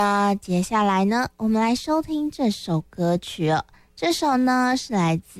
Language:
Chinese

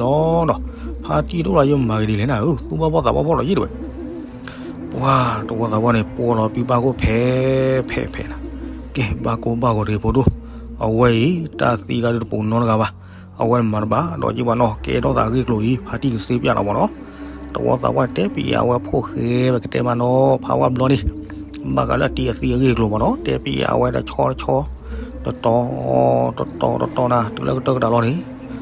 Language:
S'gaw Karen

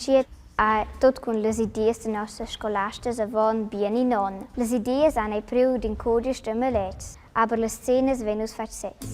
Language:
Romansh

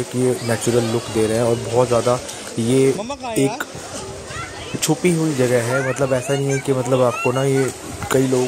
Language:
Hindi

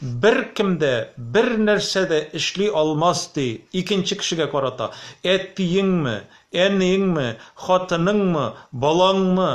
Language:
Tatar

